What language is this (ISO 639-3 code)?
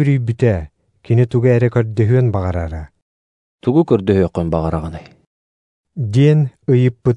sah